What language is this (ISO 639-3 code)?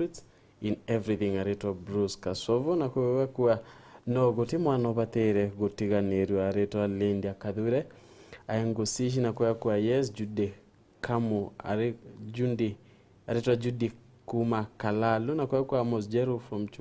mer